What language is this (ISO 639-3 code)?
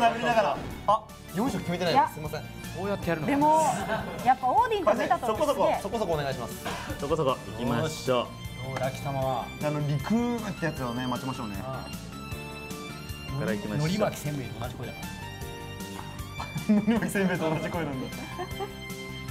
jpn